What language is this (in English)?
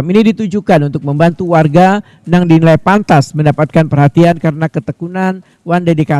Banjar